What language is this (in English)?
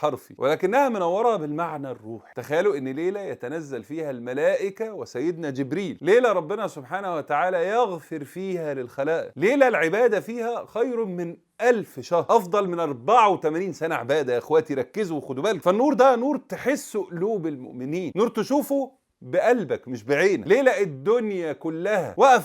Egyptian Arabic